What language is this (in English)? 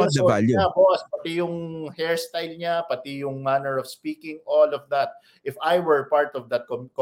Filipino